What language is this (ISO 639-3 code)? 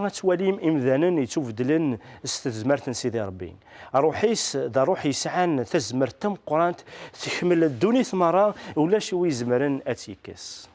kab